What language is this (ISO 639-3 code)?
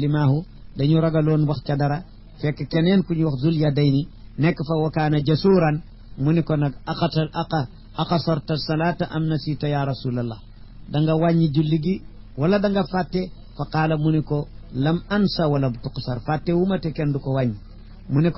wol